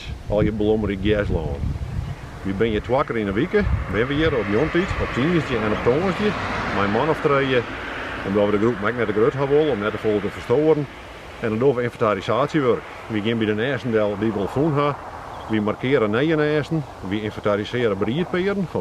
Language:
Western Frisian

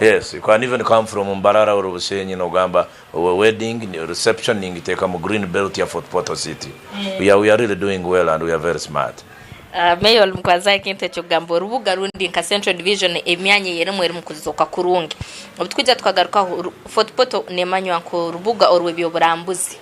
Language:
Nyankole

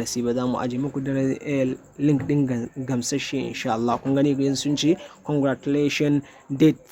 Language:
Hausa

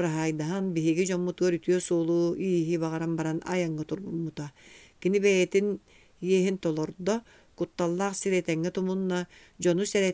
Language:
Yakut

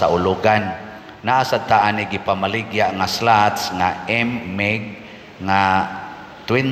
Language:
Cebuano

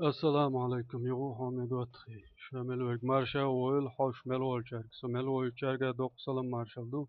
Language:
Chechen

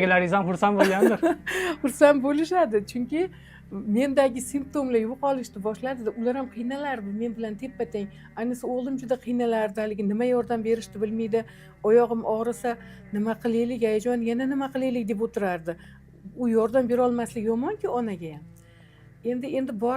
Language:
Uzbek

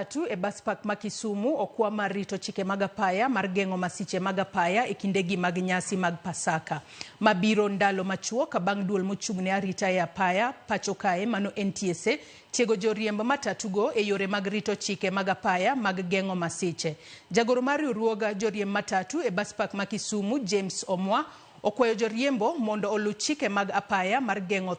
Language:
Luo (Kenya and Tanzania)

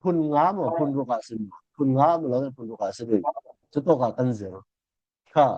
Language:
Falam Chin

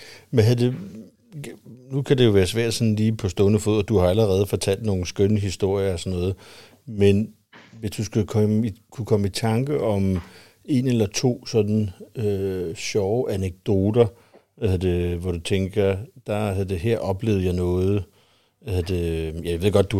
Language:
Danish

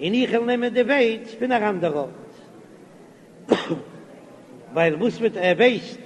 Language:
Yiddish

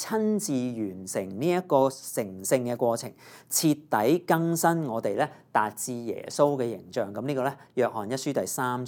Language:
Cantonese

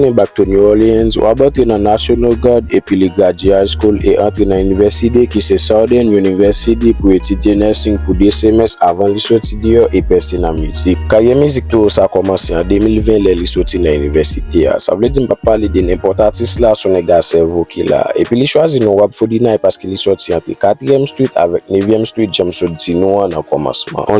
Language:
Haitian Creole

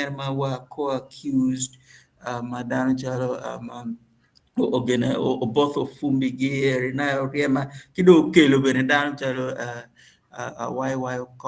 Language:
Acoli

